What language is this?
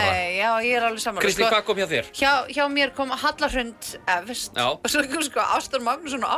Icelandic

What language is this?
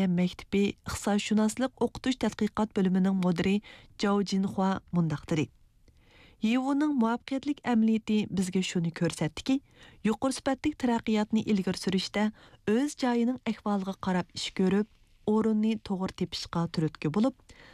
Uyghur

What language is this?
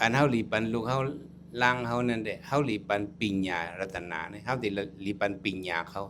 Shan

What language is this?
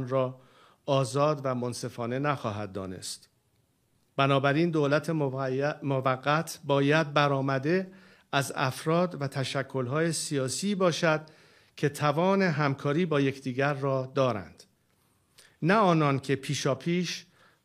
Persian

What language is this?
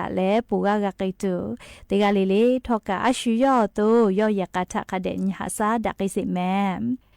Lahu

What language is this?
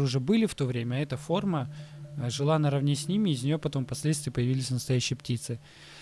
Russian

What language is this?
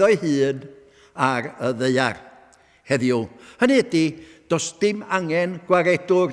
Welsh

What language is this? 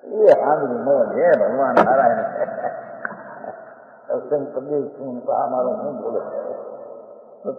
Gujarati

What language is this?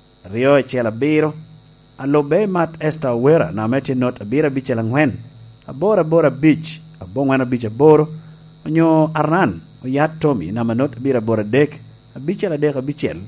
Lango (Uganda)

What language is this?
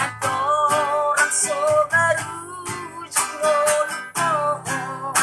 Batak Toba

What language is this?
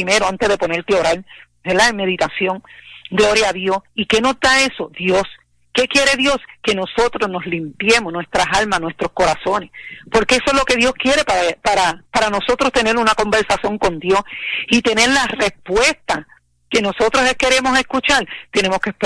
Spanish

